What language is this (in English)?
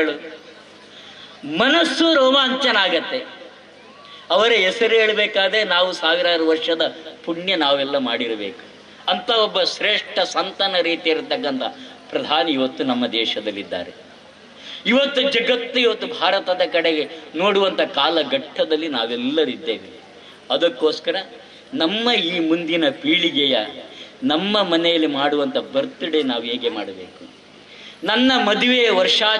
Kannada